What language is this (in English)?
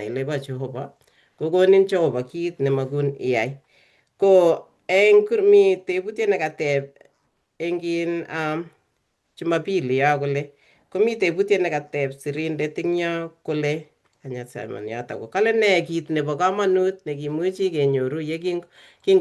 Kalenjin